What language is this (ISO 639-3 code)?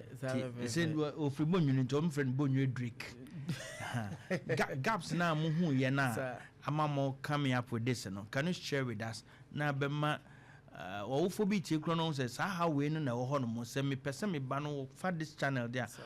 aka